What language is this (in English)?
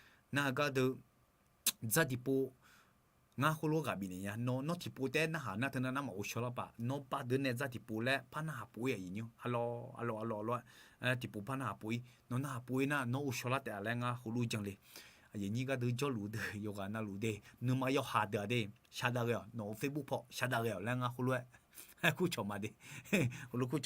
Akha